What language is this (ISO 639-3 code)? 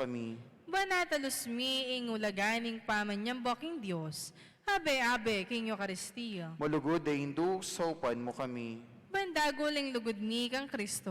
pam